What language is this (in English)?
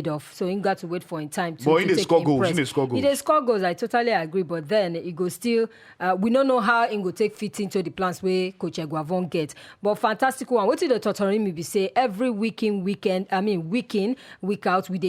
Nigerian Pidgin